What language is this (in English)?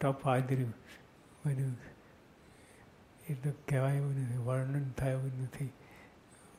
Gujarati